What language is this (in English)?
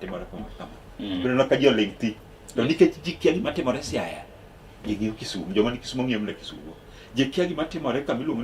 Luo (Kenya and Tanzania)